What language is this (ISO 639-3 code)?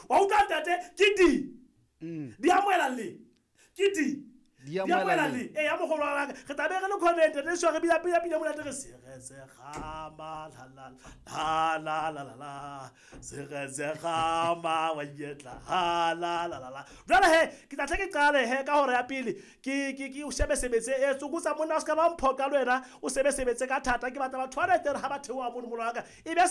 sot